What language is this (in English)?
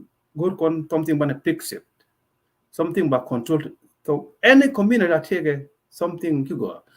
Nuer